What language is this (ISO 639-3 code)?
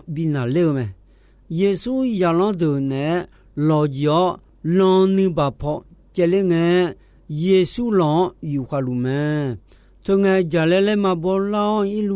ahk